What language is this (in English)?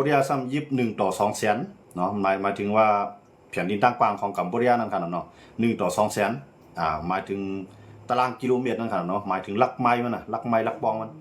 Shan